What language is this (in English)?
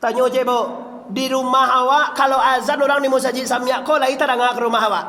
Minangkabau